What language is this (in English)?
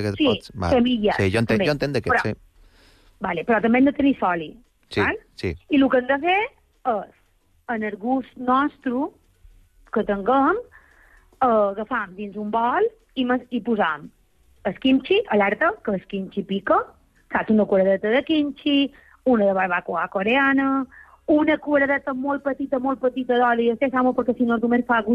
Catalan